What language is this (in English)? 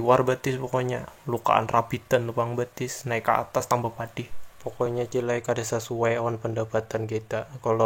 Banjar